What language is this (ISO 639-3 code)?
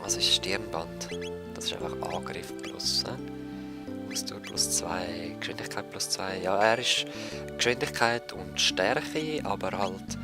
gsw